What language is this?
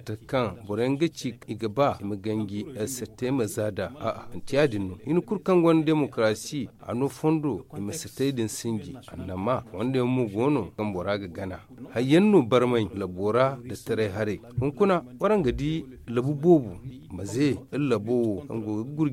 Zarma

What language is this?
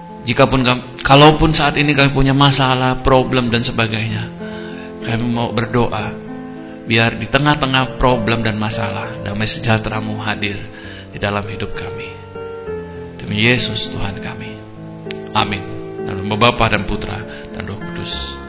Indonesian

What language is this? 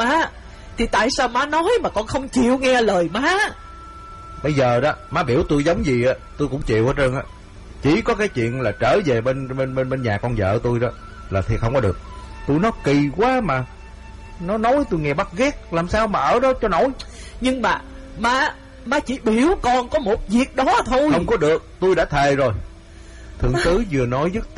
Vietnamese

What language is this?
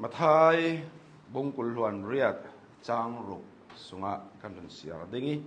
Hakha Chin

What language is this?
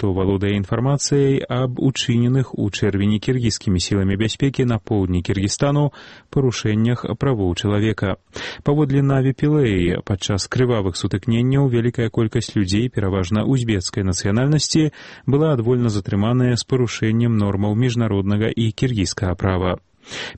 Belarusian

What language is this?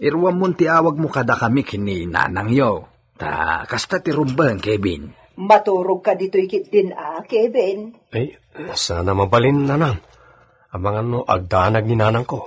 Iloko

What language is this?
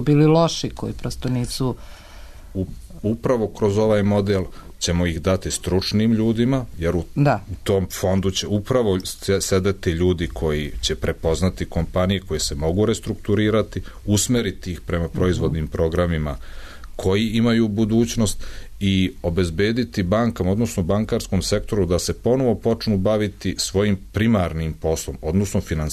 Serbian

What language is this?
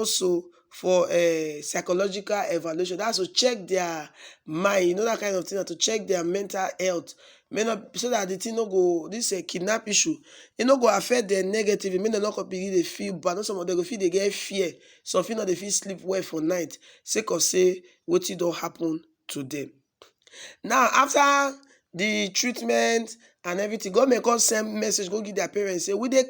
Nigerian Pidgin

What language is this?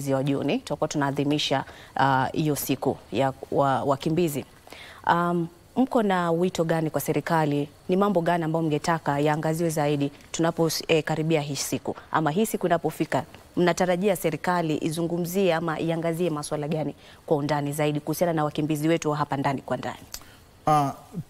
Swahili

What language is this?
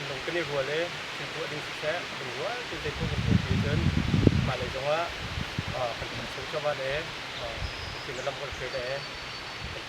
Hakha Chin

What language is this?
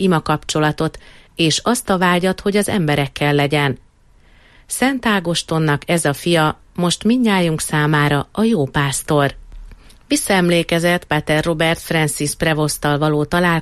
Hungarian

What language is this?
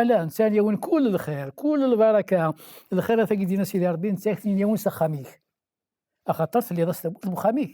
Kabyle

